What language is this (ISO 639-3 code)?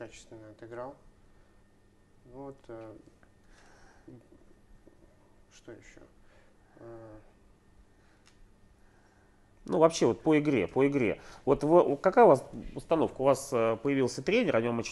rus